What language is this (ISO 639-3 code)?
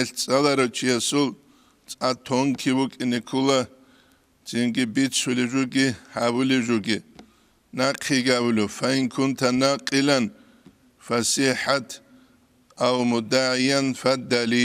ava